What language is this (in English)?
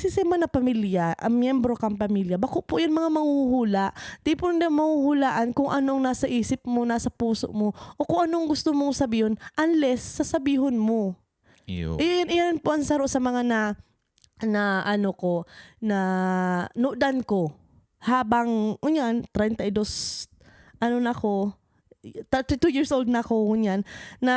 Bikol